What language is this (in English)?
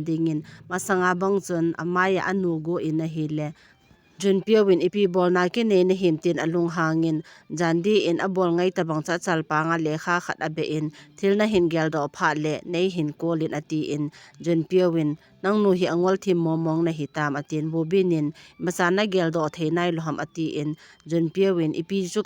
Thado Chin